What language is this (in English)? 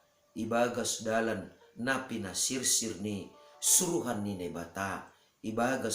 Batak Simalungun